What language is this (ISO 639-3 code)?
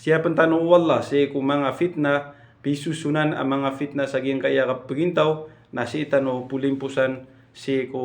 mrw